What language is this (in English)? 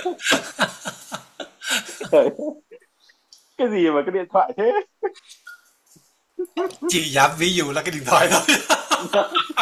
Vietnamese